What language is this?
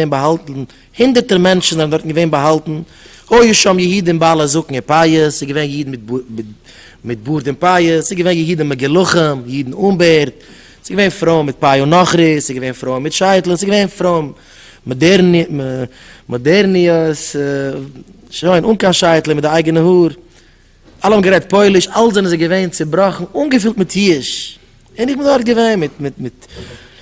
Yiddish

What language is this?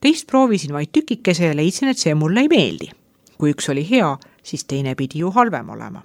Estonian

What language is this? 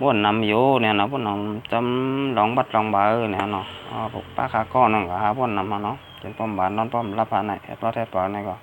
Shan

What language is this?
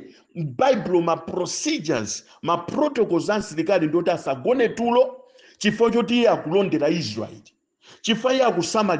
Nyanja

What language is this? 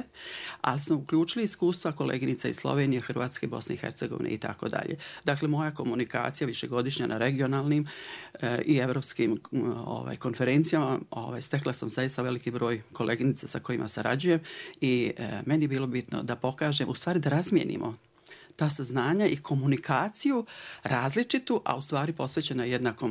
Bosnian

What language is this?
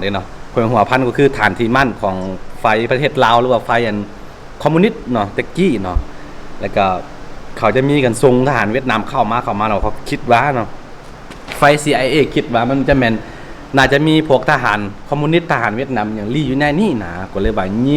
Lao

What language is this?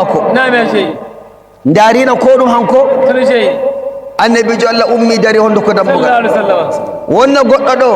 Fula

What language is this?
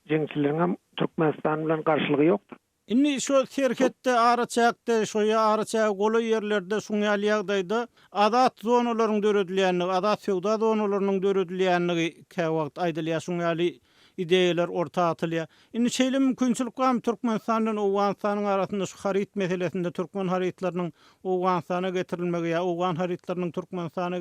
Turkmen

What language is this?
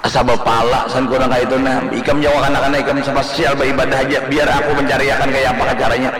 Banjar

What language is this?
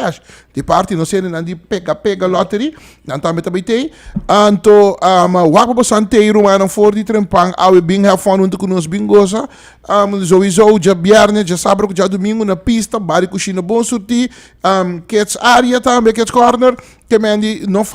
Papiamento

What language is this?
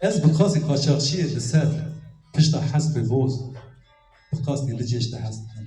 Kurdish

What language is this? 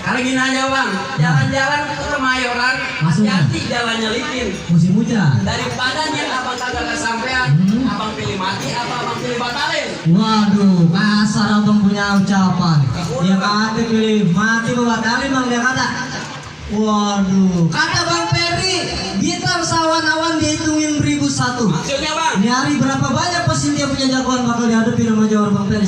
Betawi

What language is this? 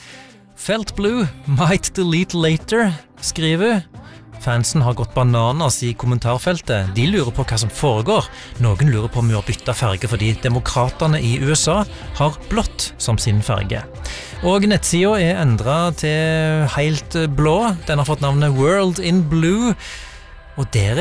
Norwegian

